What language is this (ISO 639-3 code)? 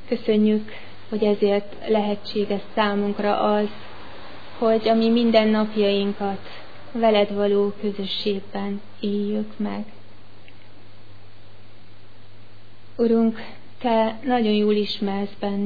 hun